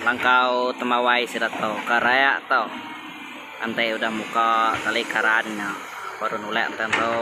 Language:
Iban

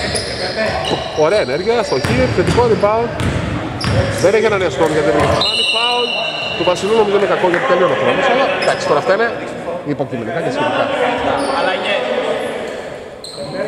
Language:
Greek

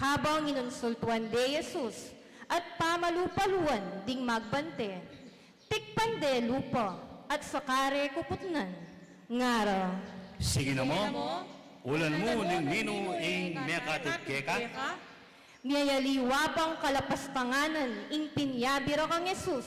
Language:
Pampanga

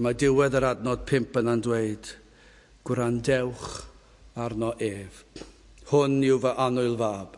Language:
Welsh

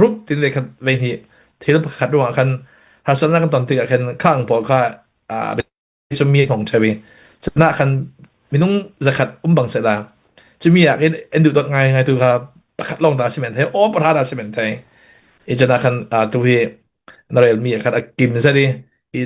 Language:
Falam Chin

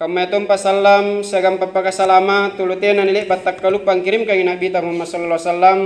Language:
Makasar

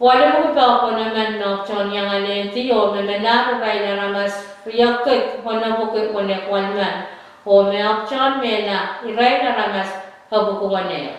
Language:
Pohnpeian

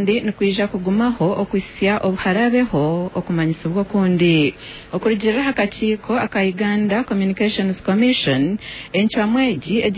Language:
Nyankole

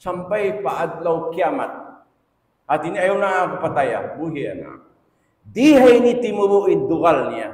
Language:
Tausug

